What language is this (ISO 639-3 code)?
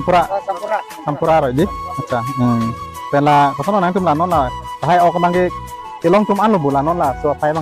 mjw